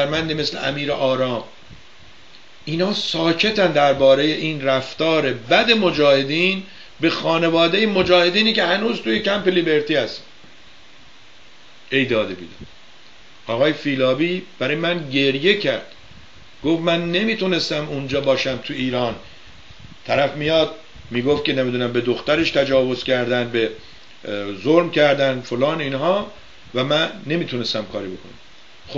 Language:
Persian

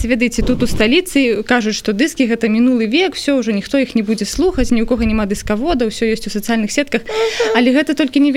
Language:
Belarusian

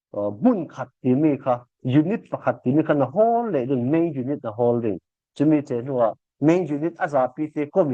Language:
Falam Chin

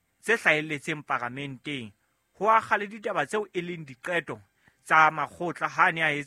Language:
Southern Sotho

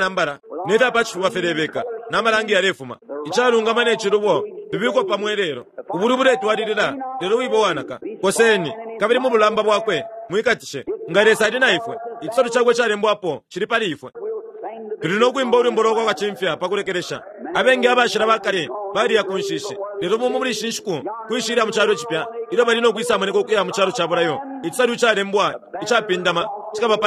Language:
Bemba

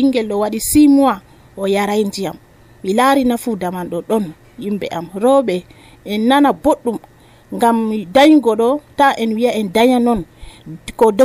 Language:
Nigerian Fulfulde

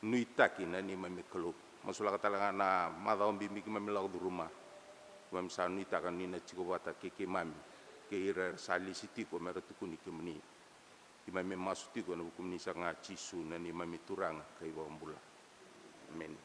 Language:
Fijian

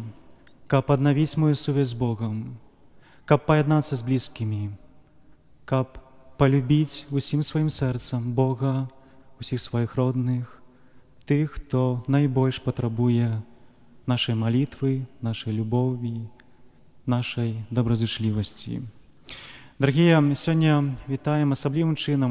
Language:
Belarusian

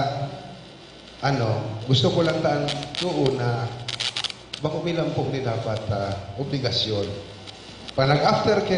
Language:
Bikol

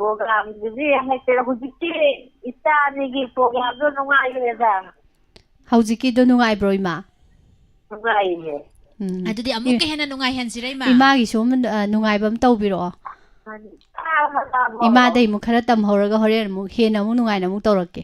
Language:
Manipuri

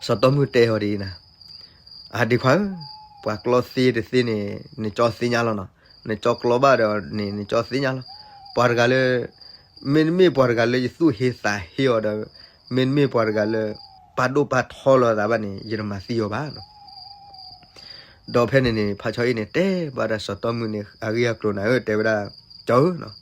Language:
S'gaw Karen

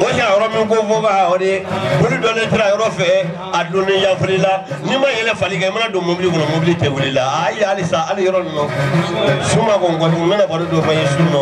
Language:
Bambara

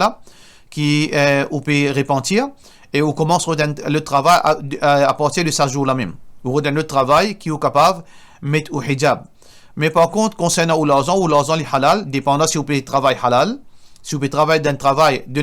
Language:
Morisyen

